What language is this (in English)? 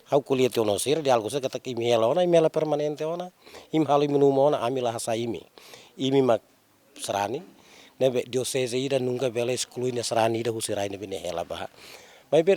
Tetum